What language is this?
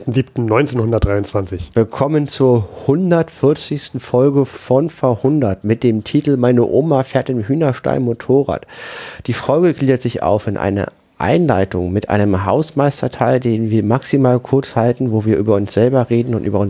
German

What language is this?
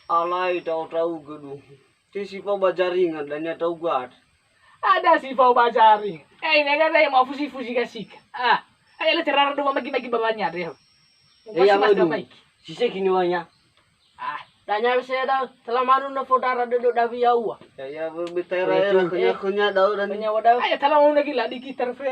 Nias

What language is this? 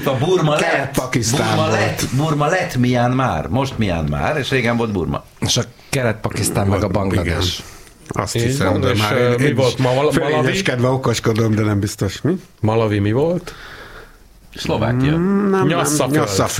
Hungarian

